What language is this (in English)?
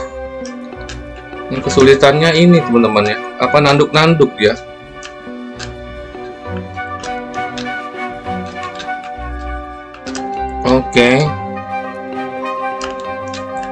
Indonesian